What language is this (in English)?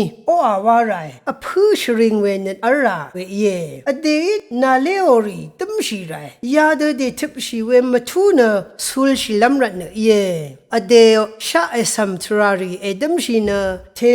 Rawang